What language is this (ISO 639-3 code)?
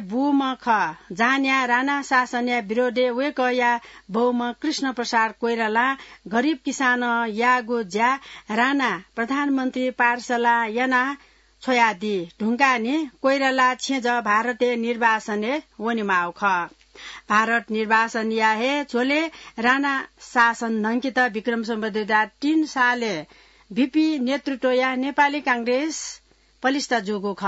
new